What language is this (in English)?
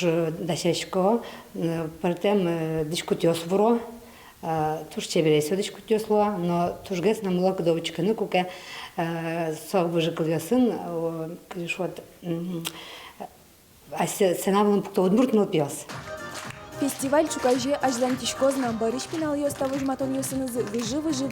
Udmurt